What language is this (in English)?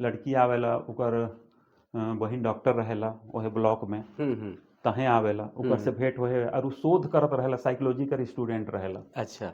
Sadri